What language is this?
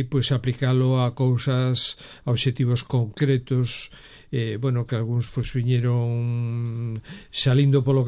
Galician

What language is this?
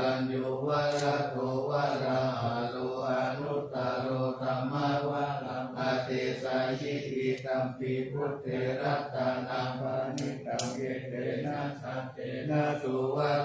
Pali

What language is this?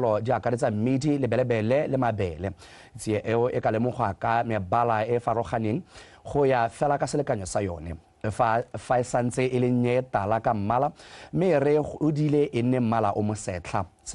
Tswana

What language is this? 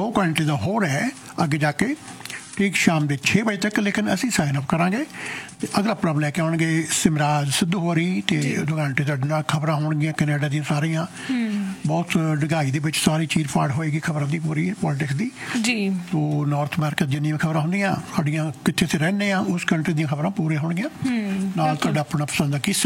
Punjabi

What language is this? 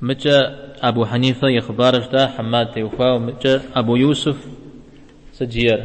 Kabardian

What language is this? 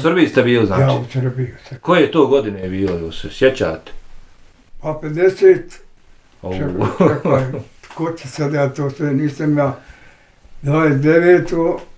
Bosnian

